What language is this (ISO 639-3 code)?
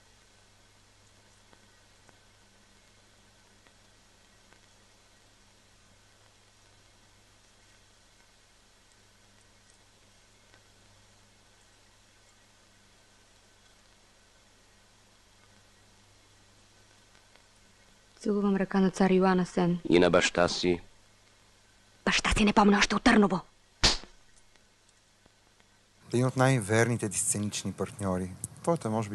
bul